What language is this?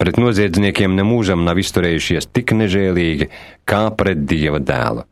Latvian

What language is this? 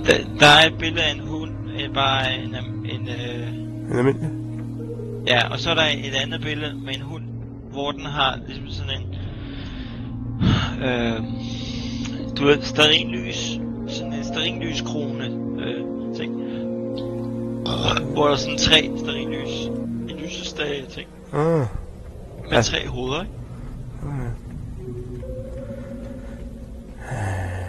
Danish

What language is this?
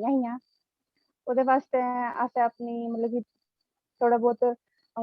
Dogri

